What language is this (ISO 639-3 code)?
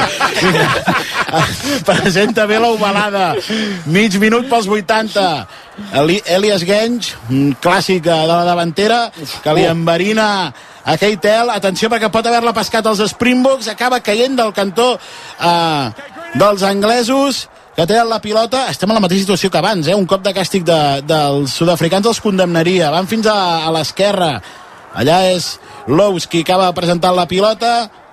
cat